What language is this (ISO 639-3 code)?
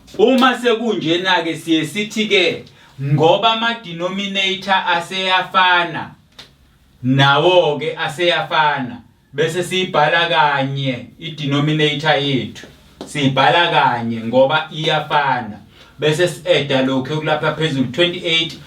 zul